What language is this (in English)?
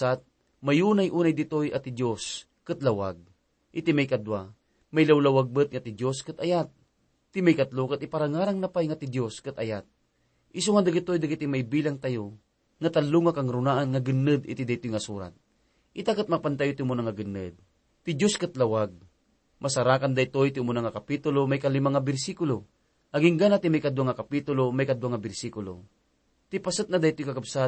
Iloko